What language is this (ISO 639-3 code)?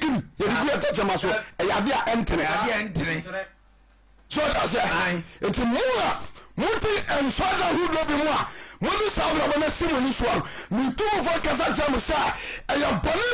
aka